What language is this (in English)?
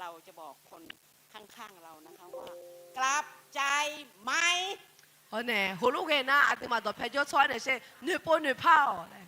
Akha